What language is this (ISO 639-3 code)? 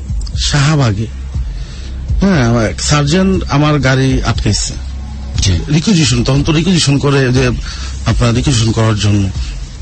ben